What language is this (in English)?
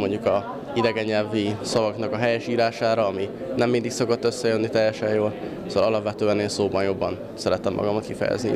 Hungarian